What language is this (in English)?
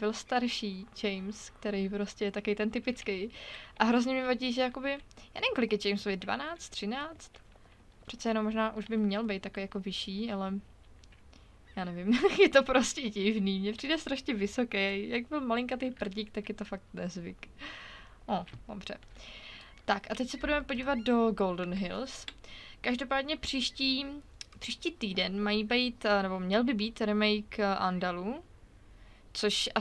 Czech